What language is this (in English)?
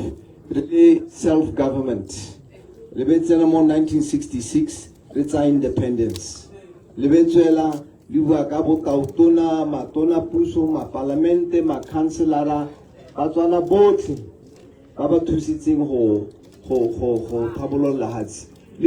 Tswana